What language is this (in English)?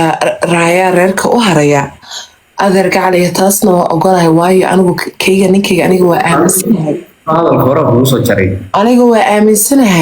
Somali